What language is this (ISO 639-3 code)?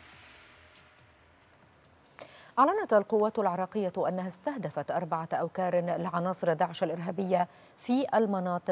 ara